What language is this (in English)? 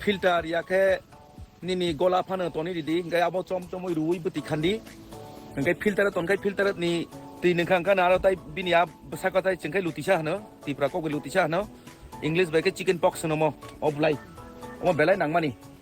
Kok Borok